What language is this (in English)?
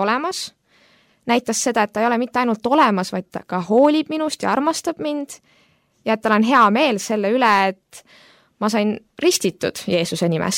Estonian